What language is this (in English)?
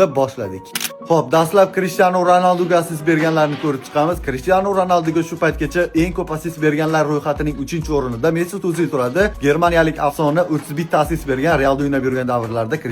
Uzbek